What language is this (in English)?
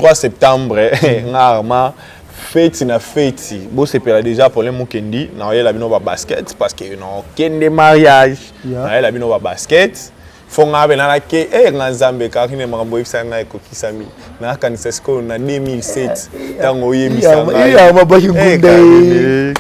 Lingala